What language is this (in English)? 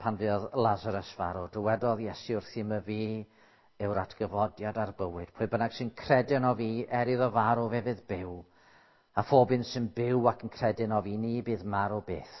Welsh